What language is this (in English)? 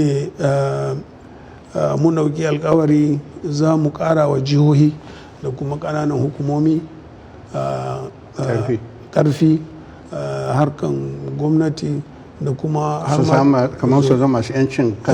Hausa